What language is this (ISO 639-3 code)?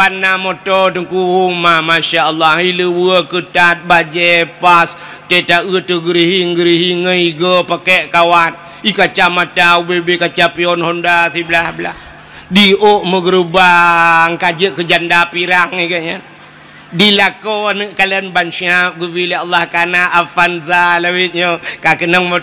ace